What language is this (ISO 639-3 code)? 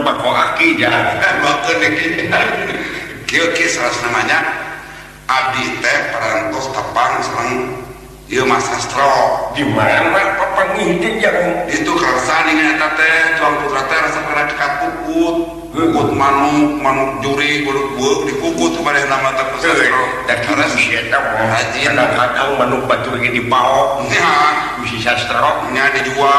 sun